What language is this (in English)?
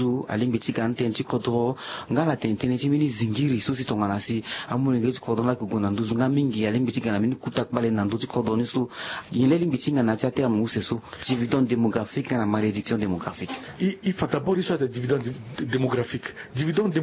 Sango